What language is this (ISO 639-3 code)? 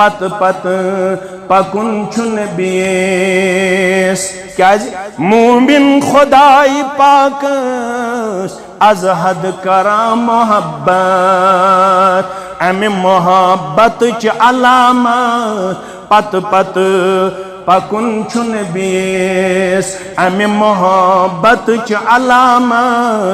kas